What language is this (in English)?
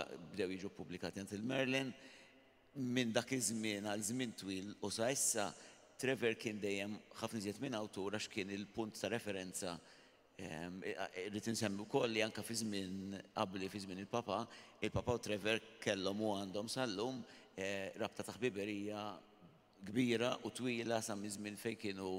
Maltese